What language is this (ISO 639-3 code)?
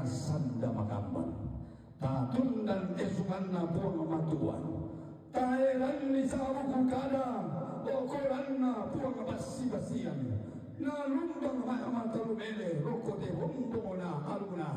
sda